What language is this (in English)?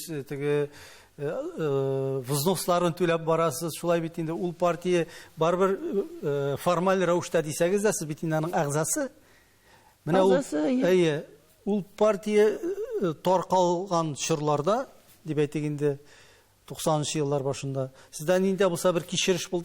Tatar